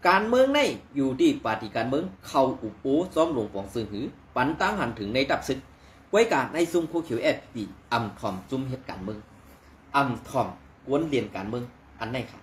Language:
Shan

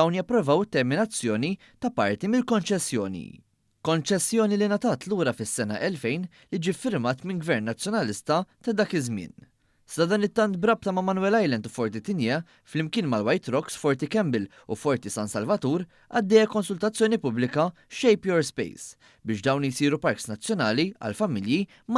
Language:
Maltese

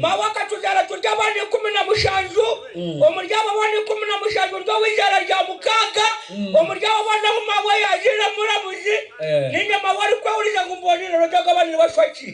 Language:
Nyankole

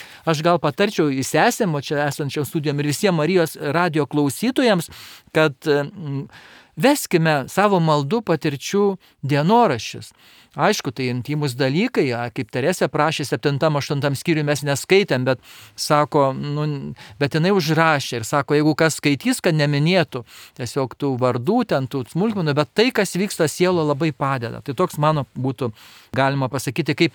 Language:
Lithuanian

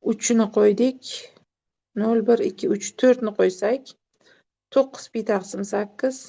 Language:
Uzbek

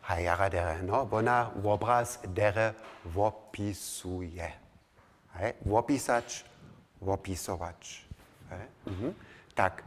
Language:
Upper Sorbian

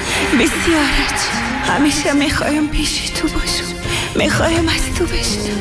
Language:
Persian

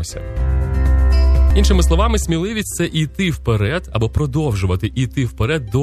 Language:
Ukrainian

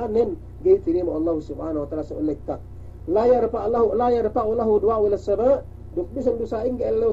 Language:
Yakan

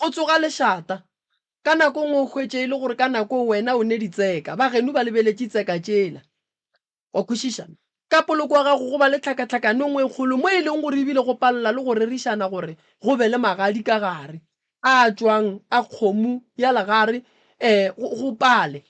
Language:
Northern Sotho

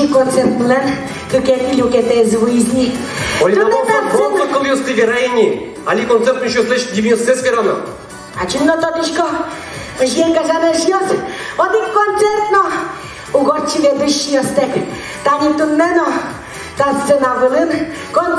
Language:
Udmurt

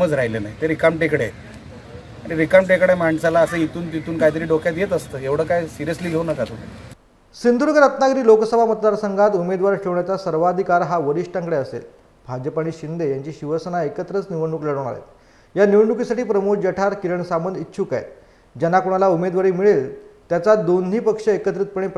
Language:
Marathi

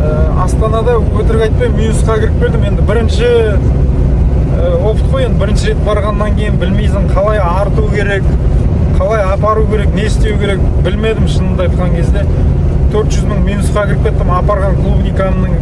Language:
Kazakh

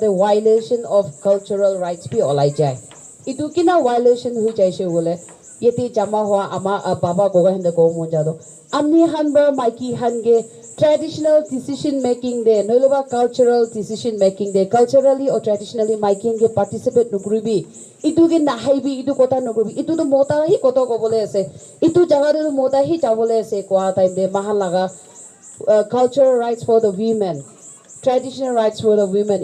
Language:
Naga Pidgin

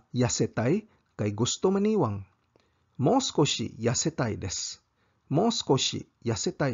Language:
Cebuano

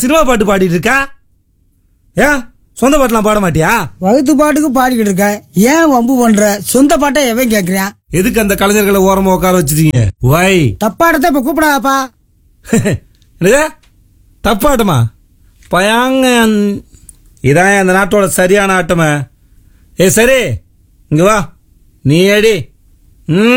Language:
Tamil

